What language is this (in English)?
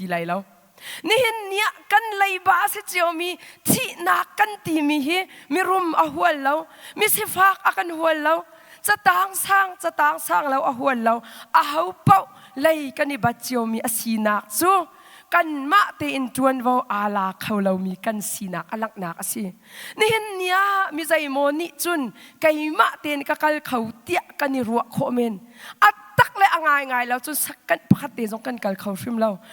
Hakha Chin